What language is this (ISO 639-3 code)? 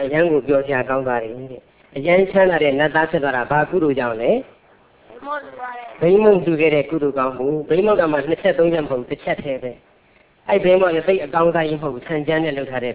mya